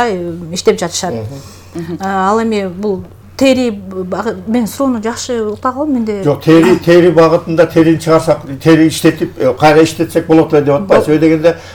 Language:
Kyrgyz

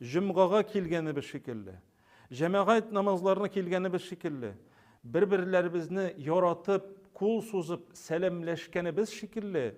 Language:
Tatar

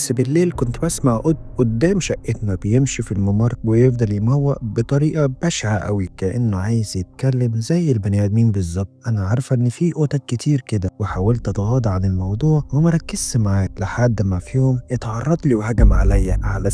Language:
Egyptian Arabic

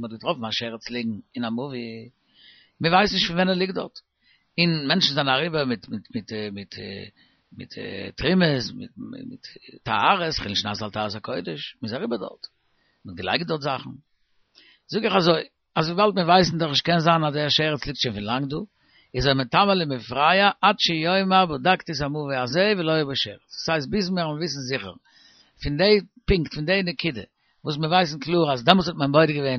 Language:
Yiddish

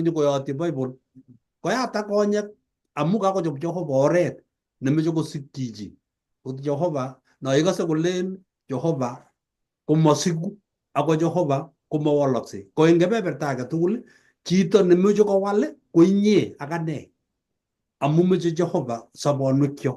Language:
Kalenjin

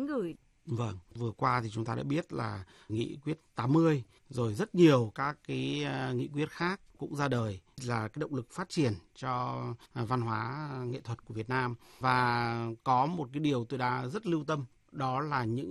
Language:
Vietnamese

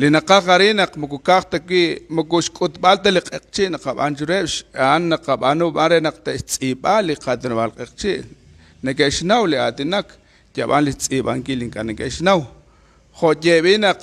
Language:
Kekchí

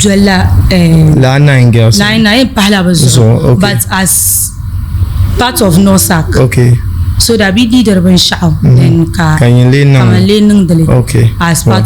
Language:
Dagbani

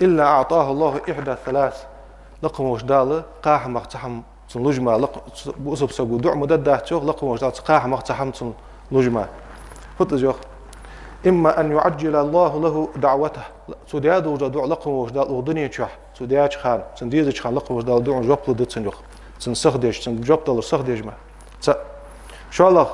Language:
Ingush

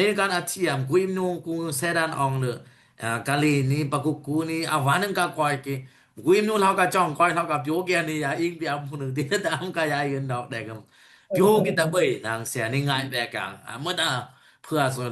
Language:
Dimasa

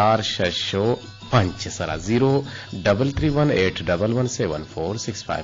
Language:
Eastern Balochi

